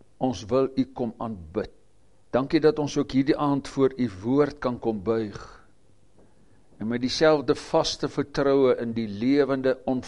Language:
Afrikaans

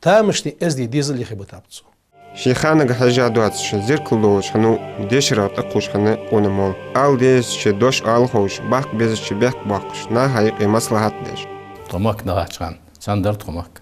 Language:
Ingush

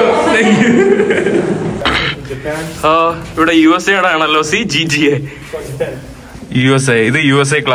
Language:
Malayalam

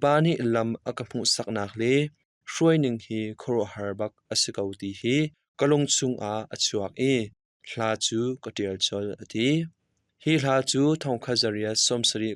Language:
Hakha Chin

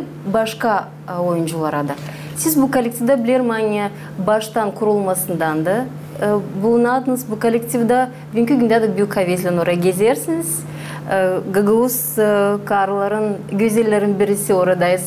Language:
Gagauz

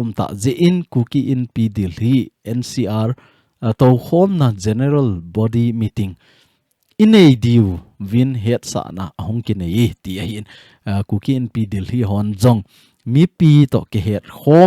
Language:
Thado Chin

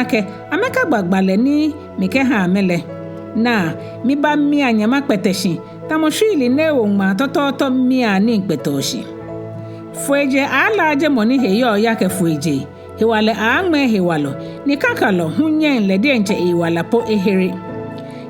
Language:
Ga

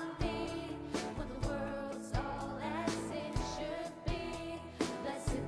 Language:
Faroese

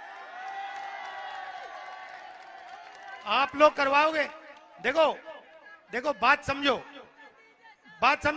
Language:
Hindi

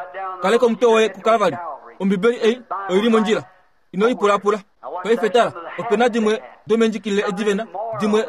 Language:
Kuanyama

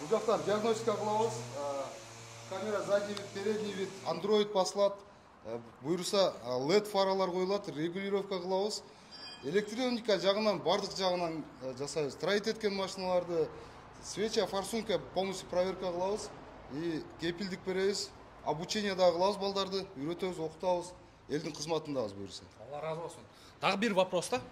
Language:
Kyrgyz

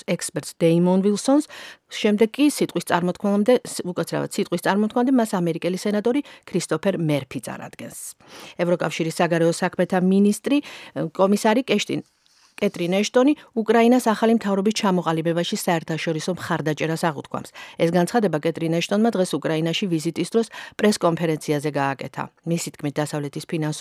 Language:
Georgian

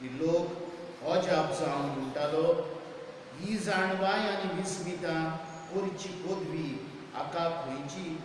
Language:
Konkani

